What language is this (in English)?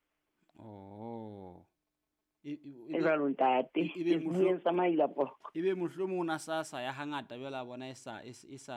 Southern Sotho